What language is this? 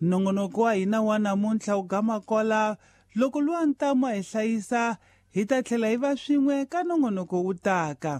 Tsonga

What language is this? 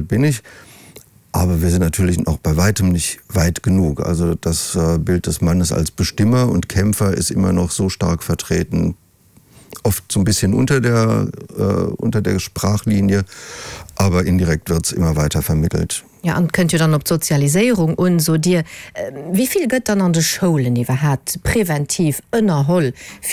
Luxembourgish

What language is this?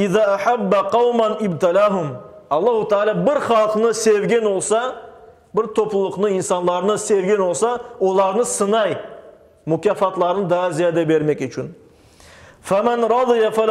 Crimean Tatar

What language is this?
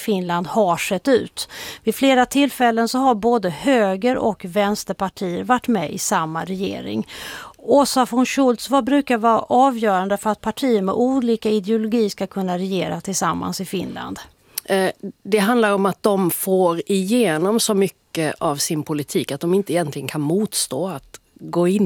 Swedish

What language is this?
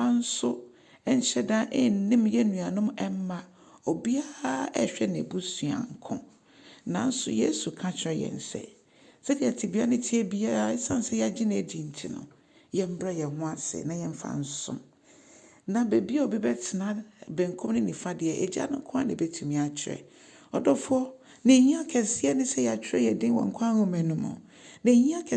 Akan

